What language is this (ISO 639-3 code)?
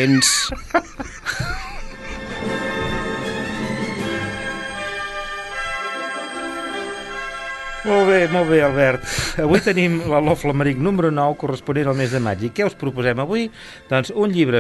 cat